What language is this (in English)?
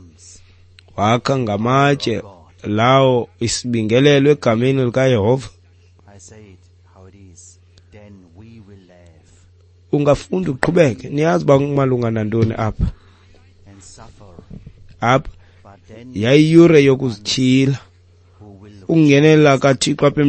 Xhosa